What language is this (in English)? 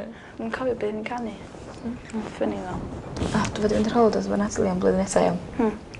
Welsh